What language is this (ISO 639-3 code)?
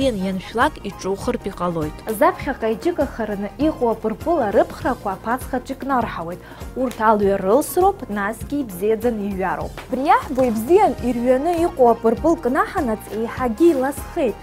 abk